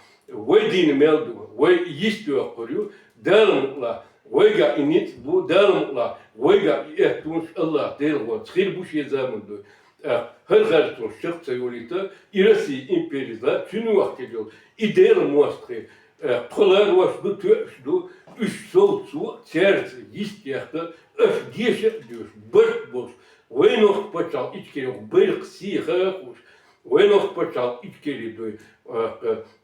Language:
Chechen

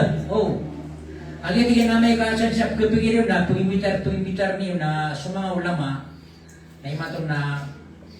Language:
Maranao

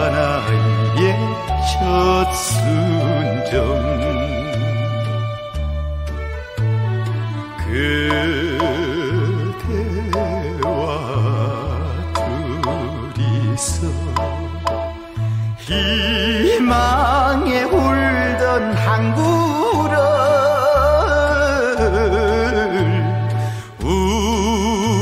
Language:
Korean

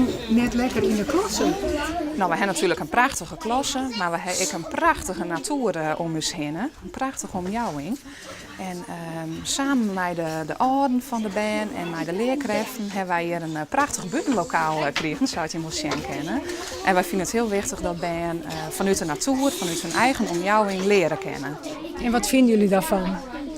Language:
Western Frisian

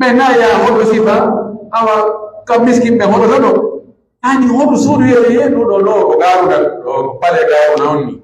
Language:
Pular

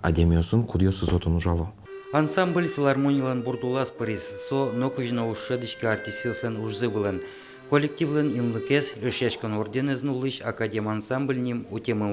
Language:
Udmurt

